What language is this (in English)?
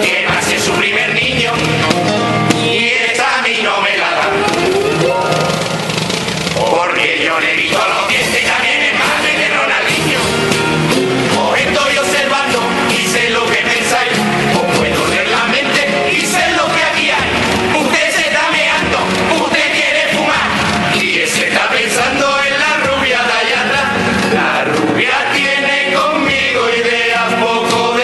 Spanish